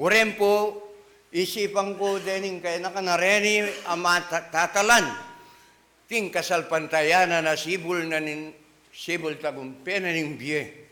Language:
Pampanga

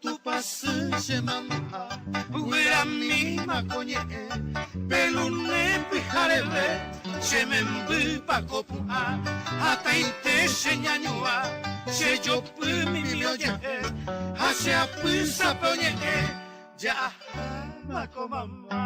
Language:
Guarani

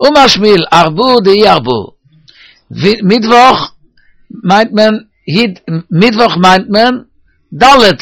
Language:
Yiddish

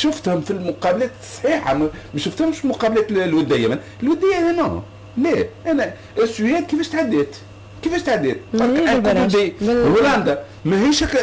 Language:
Tunisian Arabic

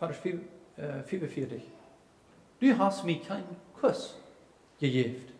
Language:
Plautdietsch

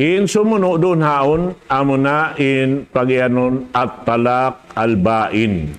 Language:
Tausug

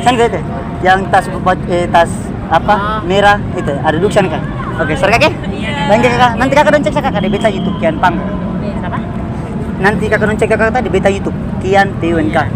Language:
Ambonese Malay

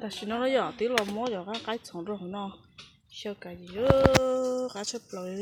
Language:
Hmong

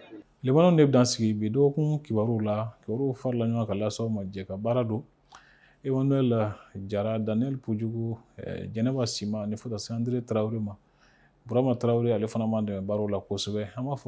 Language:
Bambara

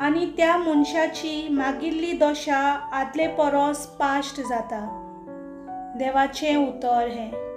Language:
Konkani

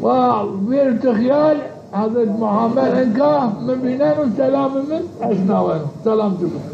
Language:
Zaza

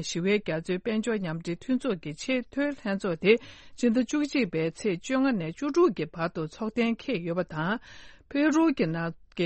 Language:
Tibetan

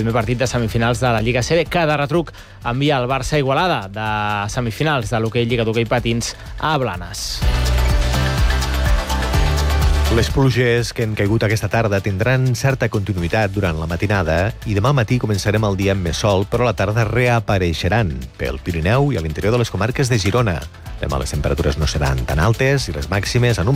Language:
Catalan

